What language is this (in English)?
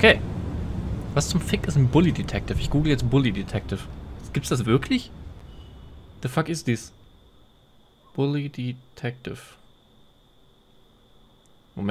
German